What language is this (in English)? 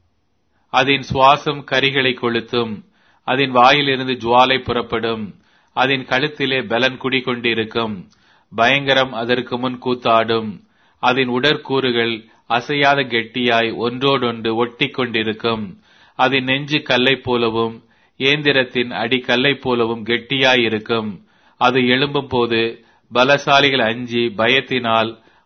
Tamil